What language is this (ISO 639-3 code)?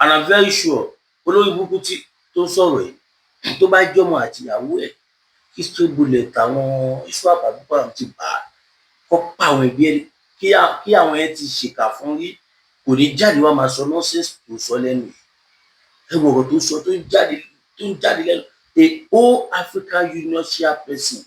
yor